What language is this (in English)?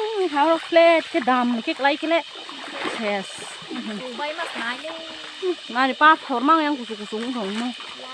Kok Borok